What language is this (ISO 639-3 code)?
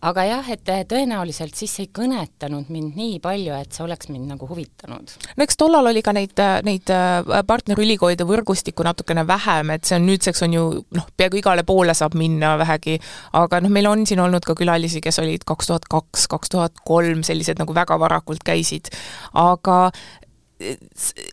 est